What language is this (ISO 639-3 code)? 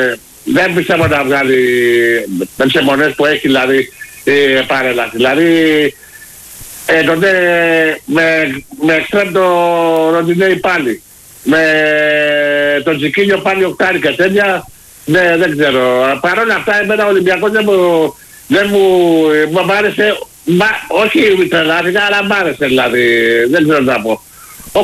ell